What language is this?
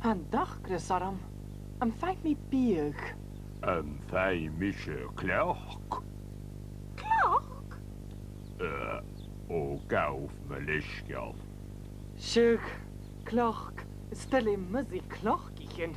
Scottish Gaelic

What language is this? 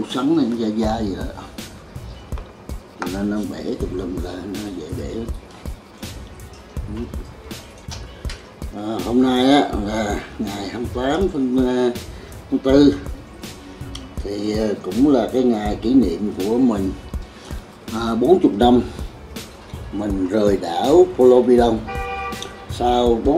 Vietnamese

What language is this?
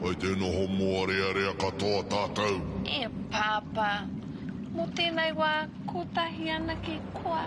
Māori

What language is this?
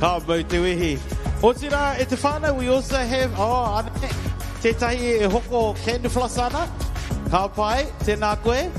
Māori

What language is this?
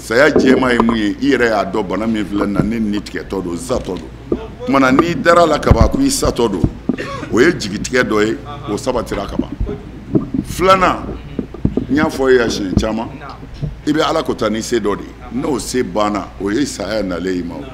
Bambara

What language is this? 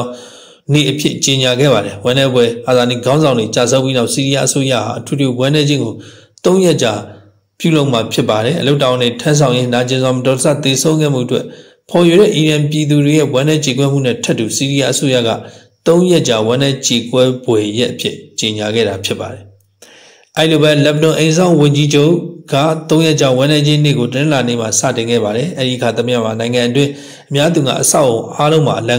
Burmese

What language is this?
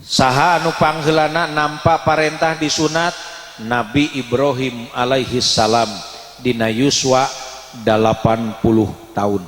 Sundanese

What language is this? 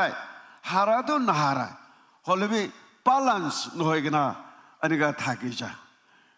Naga Pidgin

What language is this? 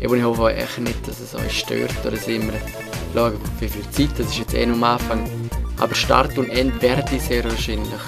Swiss German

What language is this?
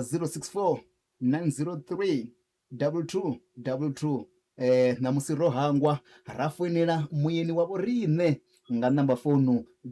Venda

